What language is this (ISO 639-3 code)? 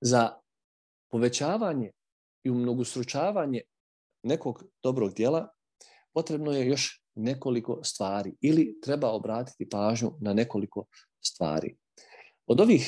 bos